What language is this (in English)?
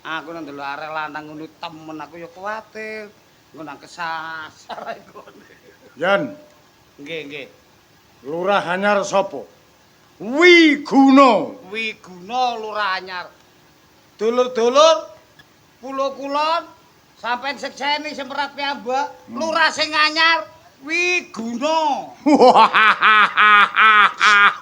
Javanese